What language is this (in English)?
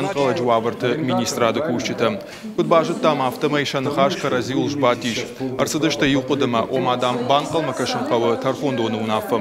Ossetic